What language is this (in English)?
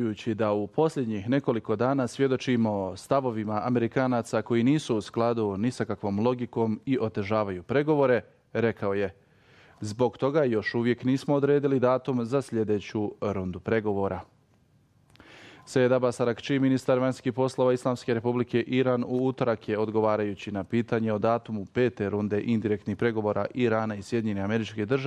Bosnian